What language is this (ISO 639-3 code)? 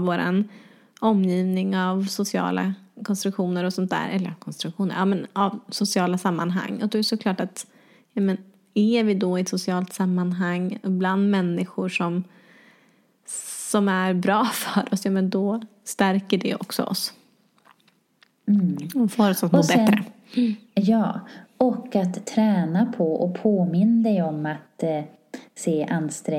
swe